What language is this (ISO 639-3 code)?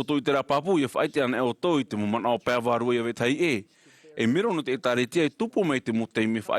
tah